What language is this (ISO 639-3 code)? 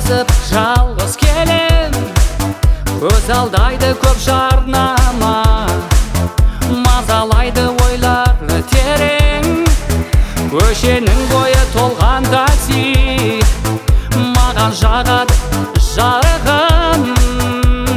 kaz